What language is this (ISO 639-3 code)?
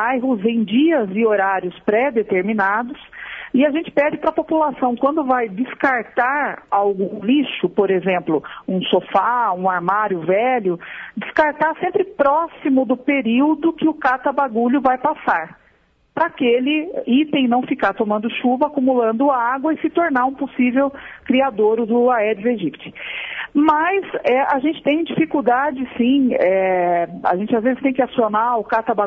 por